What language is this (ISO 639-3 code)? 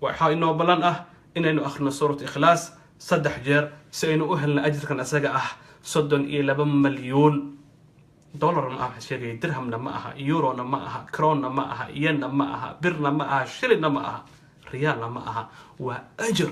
som